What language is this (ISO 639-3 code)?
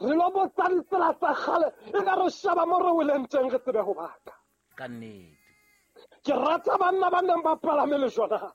sot